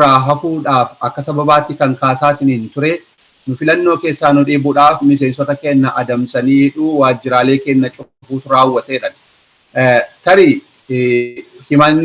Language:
Oromo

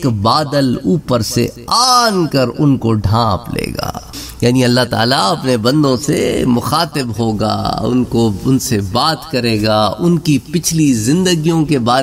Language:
Urdu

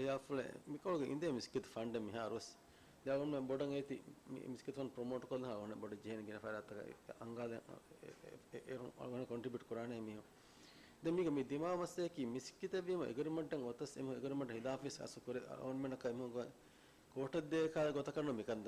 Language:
Divehi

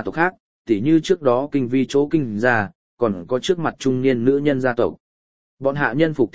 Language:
Vietnamese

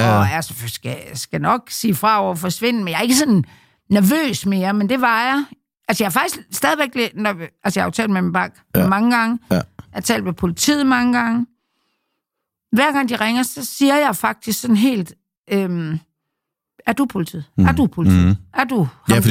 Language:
Danish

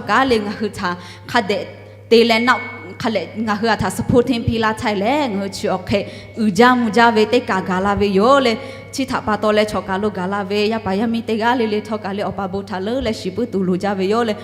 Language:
Lahu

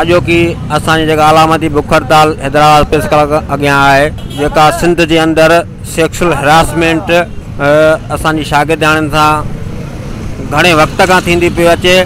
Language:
Sindhi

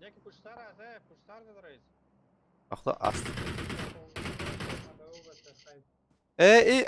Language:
Persian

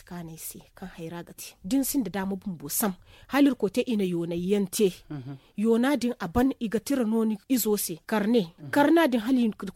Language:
Zarma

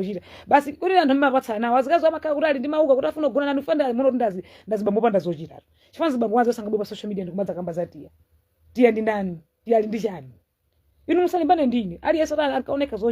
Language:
Nyanja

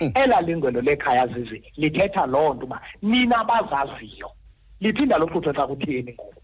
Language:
Xhosa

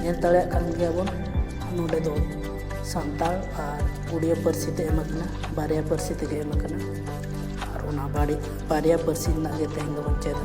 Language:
Santali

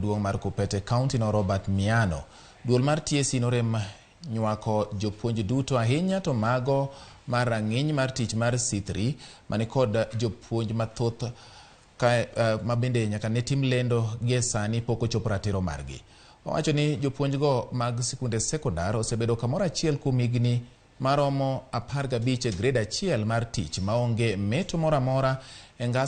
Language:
Luo (Kenya and Tanzania)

